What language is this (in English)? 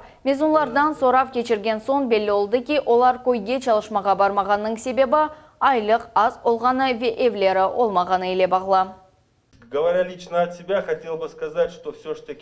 Crimean Tatar